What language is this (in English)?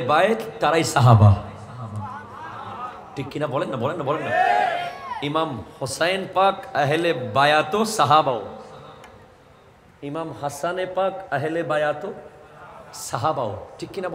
Bangla